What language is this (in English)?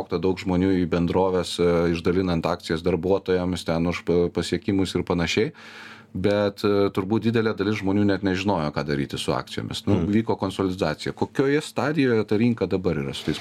Lithuanian